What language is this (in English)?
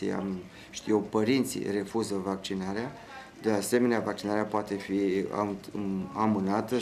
Romanian